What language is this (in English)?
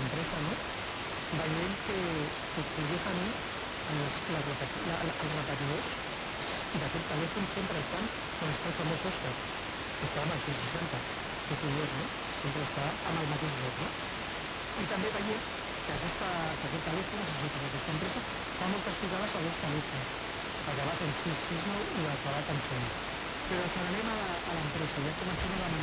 Catalan